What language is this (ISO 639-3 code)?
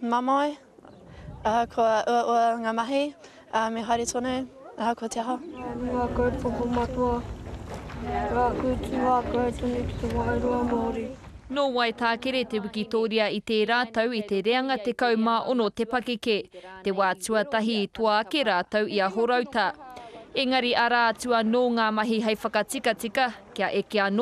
mri